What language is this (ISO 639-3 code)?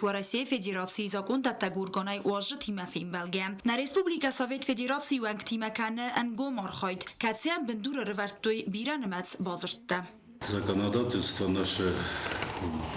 oss